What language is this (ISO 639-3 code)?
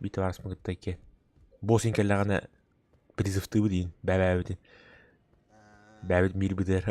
sah